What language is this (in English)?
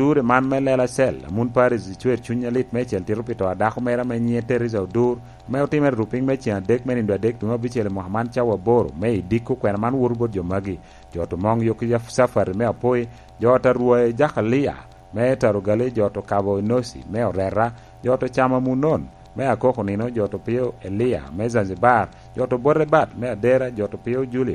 Lango (Uganda)